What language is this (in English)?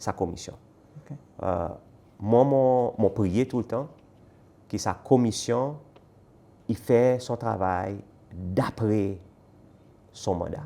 Seselwa Creole French